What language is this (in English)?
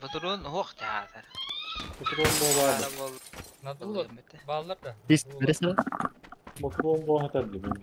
Yakut